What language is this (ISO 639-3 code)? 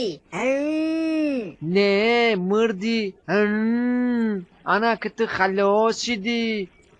tgk